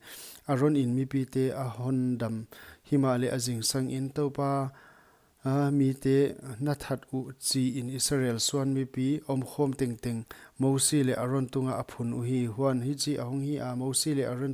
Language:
Paite Chin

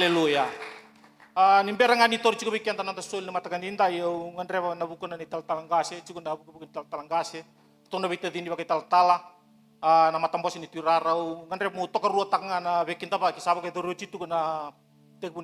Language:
Fijian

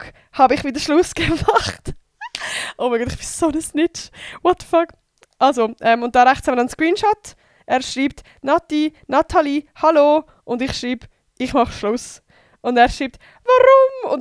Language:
Swiss German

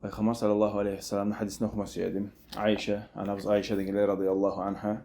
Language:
Kumyk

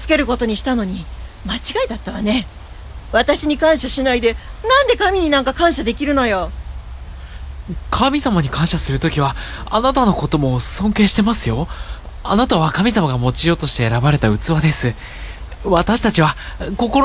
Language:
Japanese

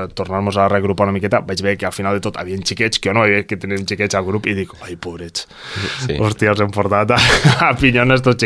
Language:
Catalan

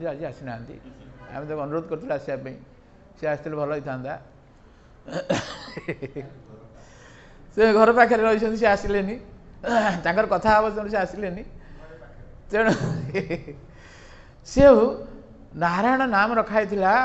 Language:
Odia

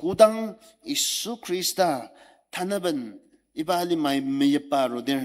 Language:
Ao Naga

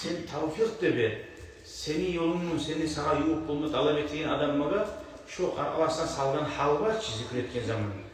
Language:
Kumyk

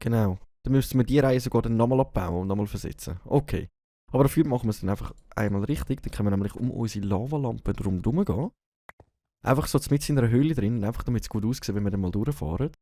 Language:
Swiss German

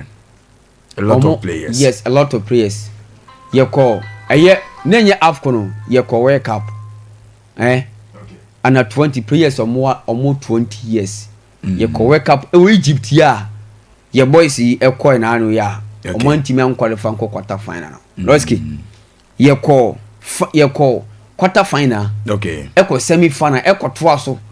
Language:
Akan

